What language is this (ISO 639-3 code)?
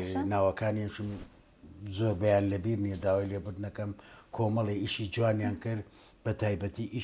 ckb